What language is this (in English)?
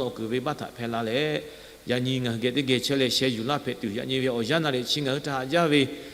Lahu